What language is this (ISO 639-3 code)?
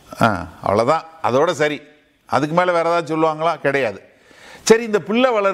tam